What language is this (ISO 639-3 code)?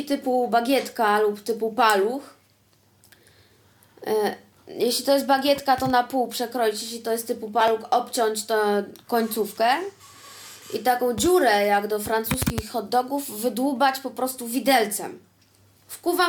pol